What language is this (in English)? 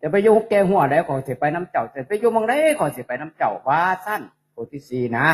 Northeastern Thai